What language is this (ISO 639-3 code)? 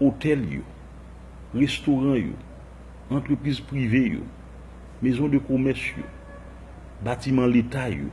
hat